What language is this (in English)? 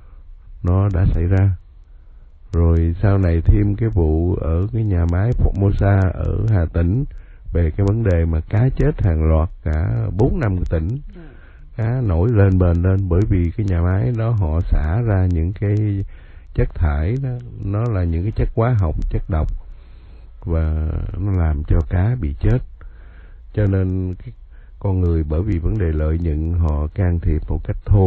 Vietnamese